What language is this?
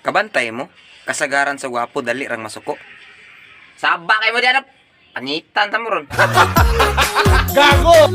Cebuano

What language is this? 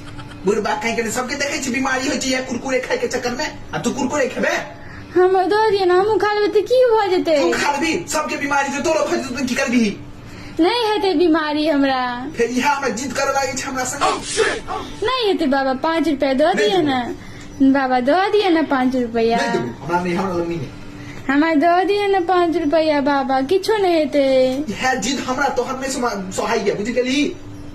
Maithili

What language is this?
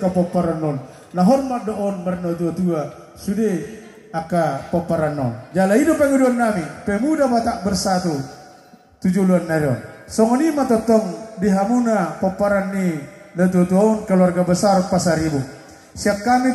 Batak Toba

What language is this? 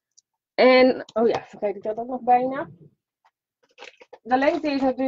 Dutch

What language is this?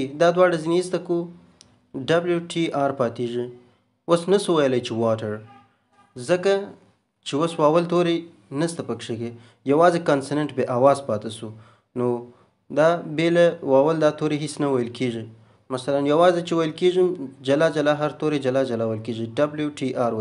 Pashto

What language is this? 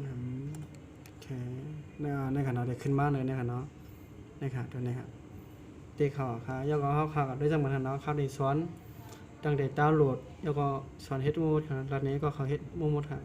Shan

